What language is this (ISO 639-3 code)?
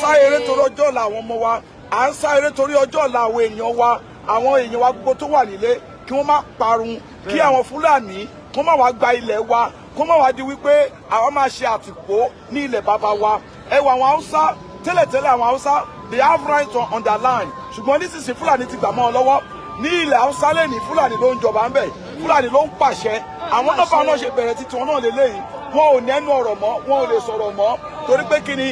yor